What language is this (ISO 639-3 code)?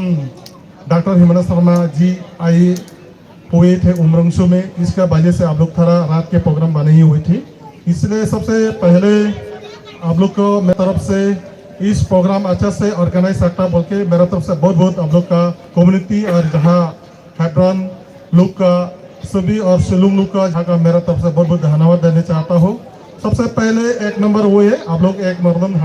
hmr